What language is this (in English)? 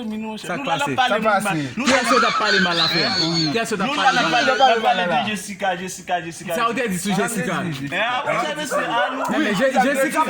Haitian Creole